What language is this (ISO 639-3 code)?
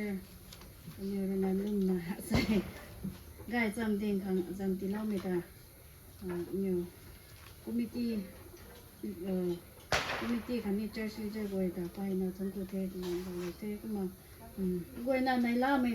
nbu